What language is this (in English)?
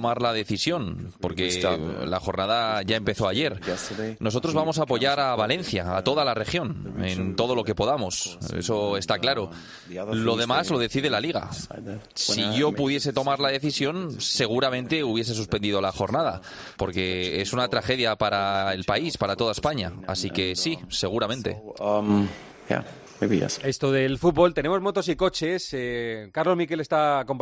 Spanish